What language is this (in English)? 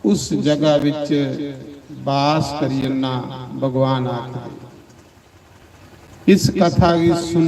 Dogri